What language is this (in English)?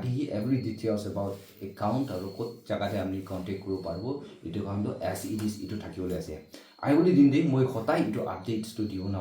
Naga Pidgin